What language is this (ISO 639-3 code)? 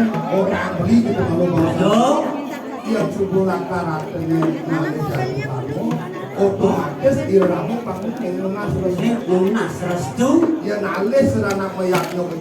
ban